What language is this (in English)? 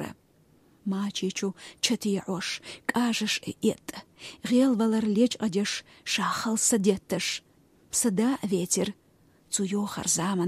Chechen